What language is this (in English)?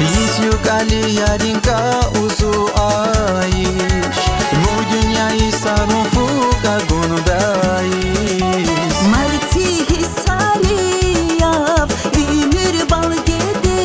Tabassaran